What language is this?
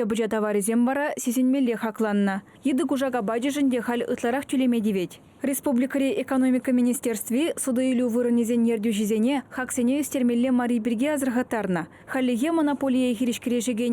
Chuvash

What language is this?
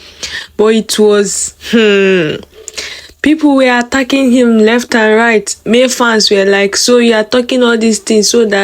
Nigerian Pidgin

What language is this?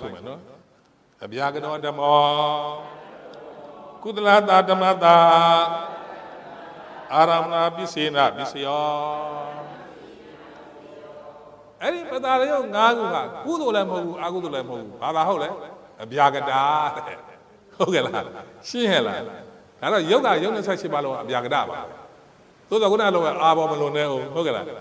Burmese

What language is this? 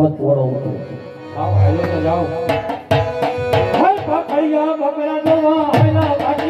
Gujarati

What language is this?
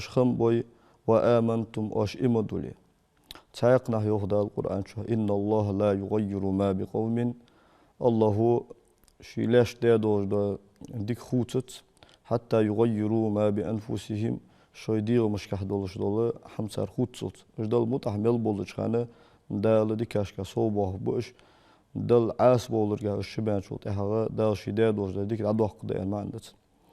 Ingush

